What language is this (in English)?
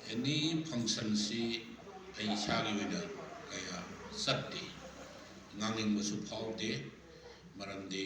Manipuri